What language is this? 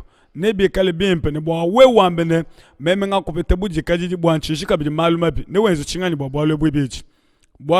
Luba-Lulua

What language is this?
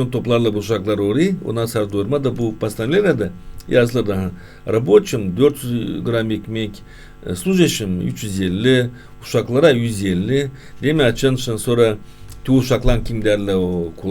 Gagauz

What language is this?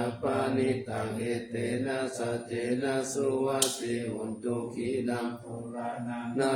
Pali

